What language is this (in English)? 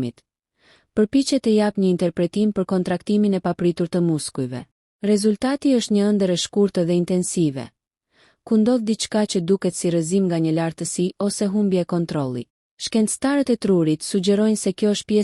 Albanian